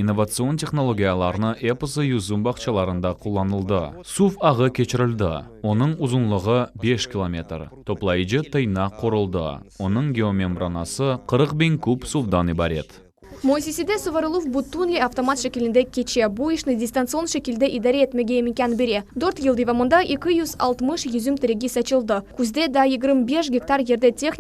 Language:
Crimean Tatar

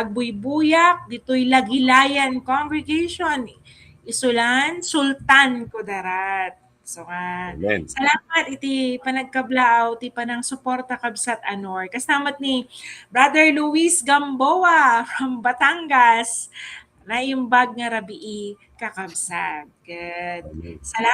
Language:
Iloko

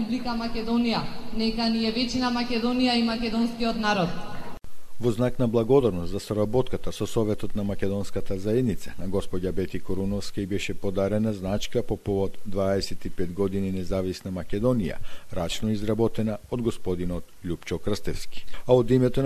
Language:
Macedonian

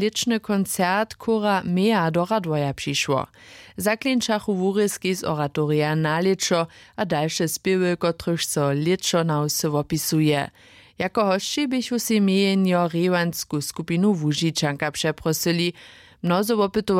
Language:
Upper Sorbian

